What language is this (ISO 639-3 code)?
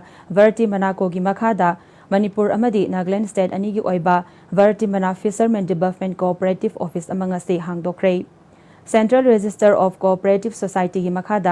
mni